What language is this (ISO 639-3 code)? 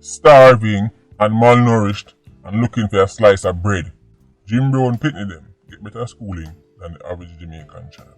jam